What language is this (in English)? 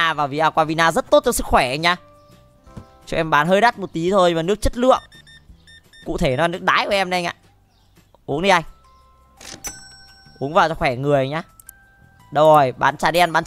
Vietnamese